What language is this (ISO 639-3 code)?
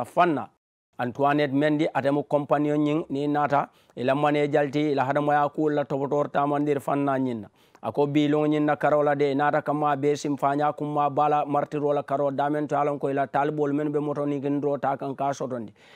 man